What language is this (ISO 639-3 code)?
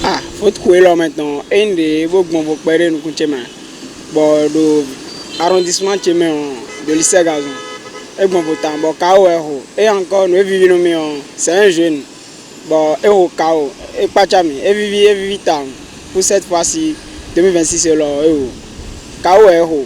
fon